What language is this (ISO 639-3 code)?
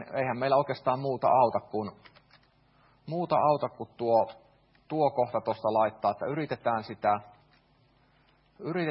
fin